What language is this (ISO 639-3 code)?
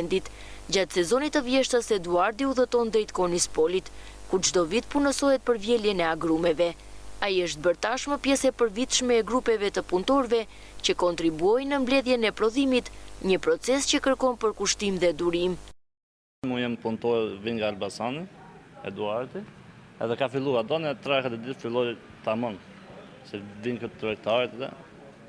sqi